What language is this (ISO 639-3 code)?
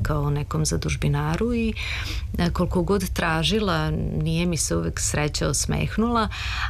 srp